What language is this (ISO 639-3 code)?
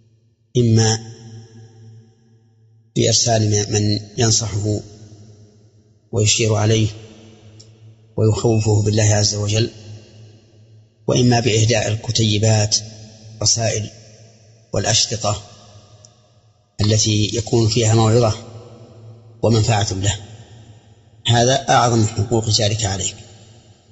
ara